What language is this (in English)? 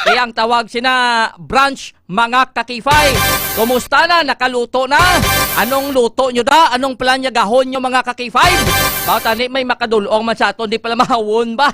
Hiligaynon